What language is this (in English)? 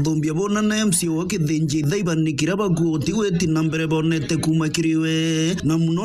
Meru